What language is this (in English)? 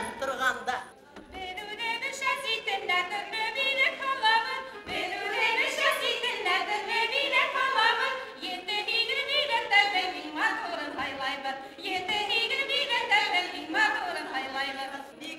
Bashkir